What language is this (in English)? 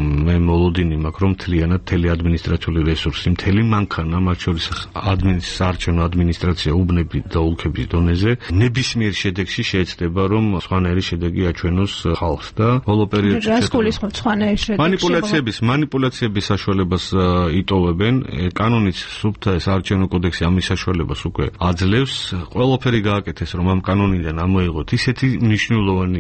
Georgian